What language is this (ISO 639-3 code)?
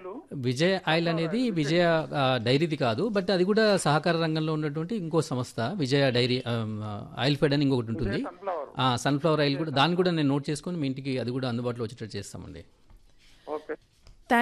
tel